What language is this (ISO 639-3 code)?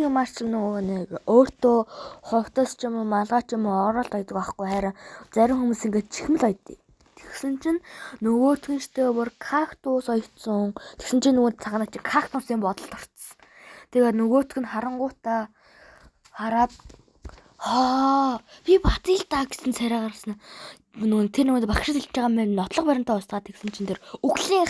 mon